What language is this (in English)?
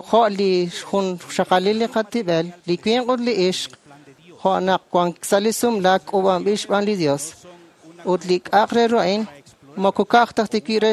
Kekchí